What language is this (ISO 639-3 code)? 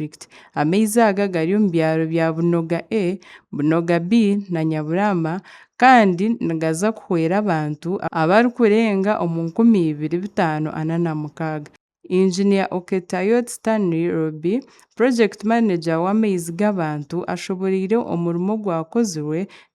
nyn